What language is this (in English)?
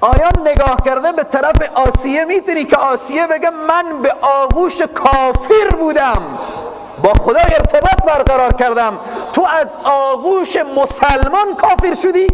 Persian